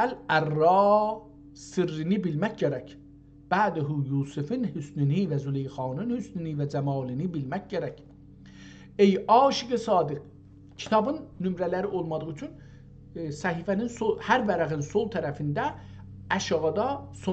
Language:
South Azerbaijani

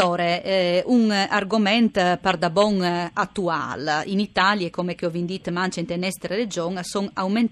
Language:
Friulian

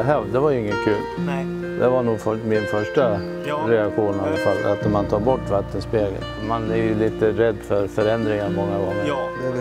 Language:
Swedish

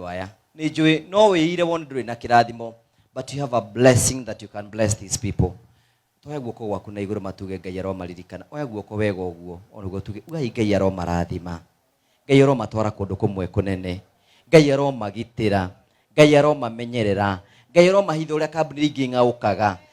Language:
Kikuyu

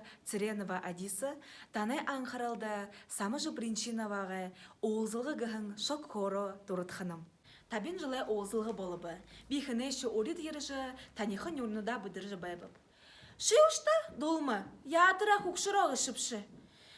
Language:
Buriat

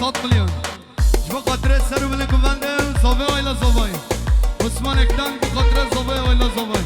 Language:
Kurdish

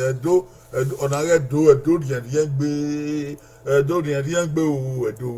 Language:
Bini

